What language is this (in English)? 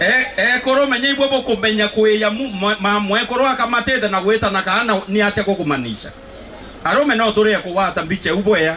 Meru